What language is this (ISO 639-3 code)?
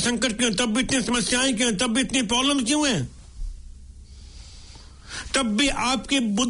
hin